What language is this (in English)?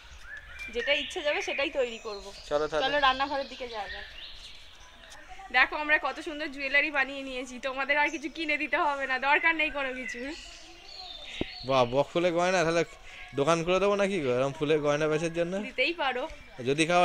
Bangla